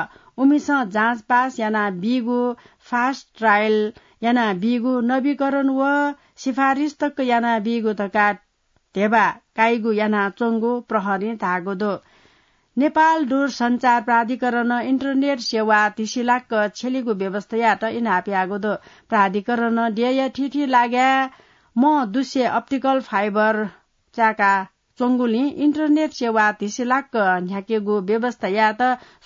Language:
Newari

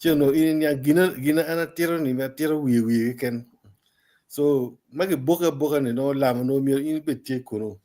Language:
Acoli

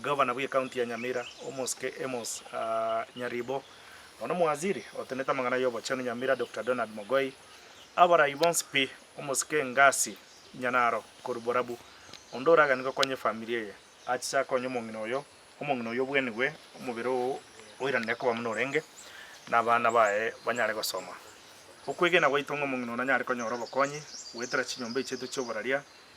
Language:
Gusii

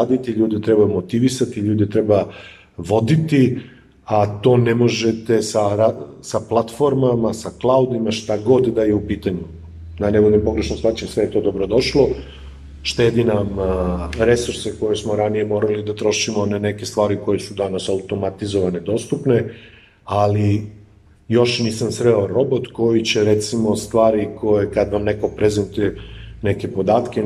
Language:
Serbian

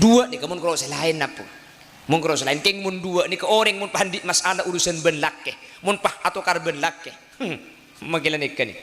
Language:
Madurese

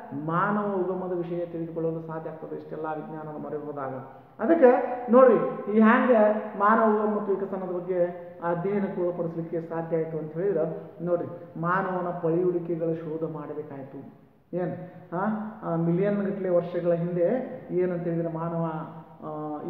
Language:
Kannada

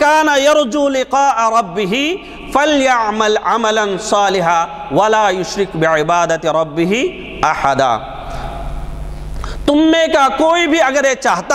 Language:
Urdu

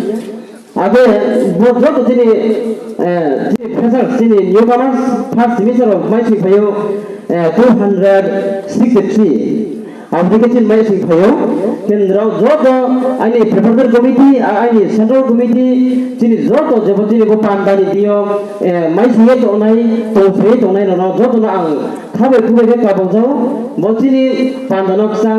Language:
Riang (India)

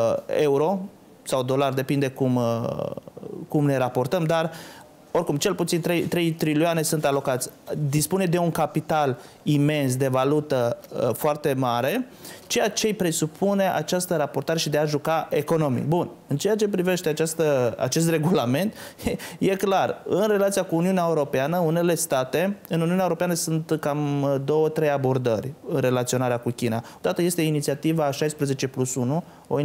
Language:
Romanian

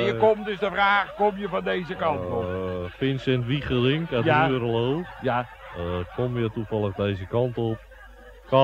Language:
Dutch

